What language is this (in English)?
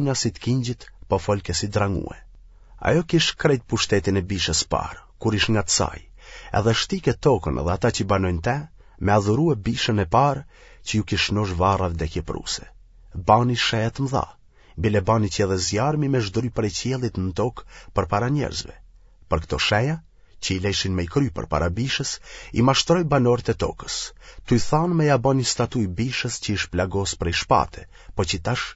Albanian